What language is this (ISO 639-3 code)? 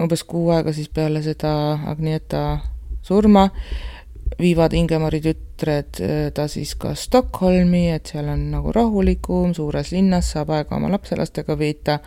est